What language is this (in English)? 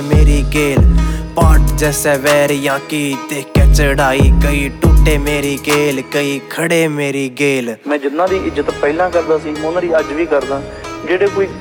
Haryanvi